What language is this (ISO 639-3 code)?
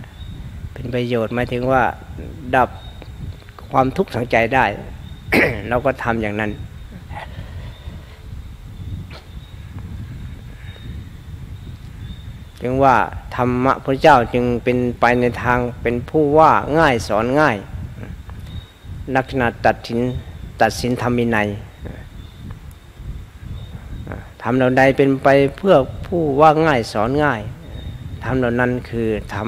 tha